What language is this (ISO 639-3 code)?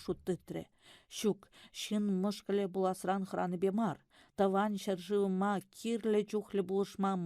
chv